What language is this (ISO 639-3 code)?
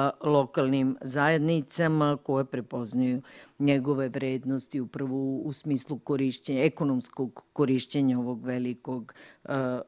srp